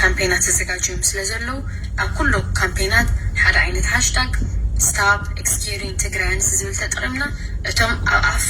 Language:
Tigrinya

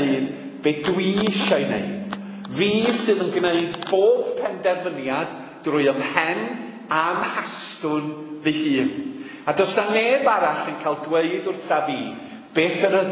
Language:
Welsh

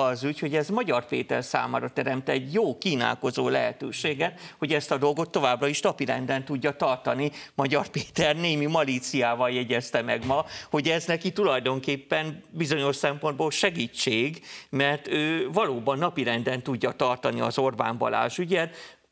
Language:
Hungarian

